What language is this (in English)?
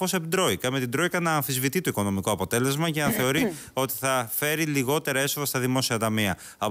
Greek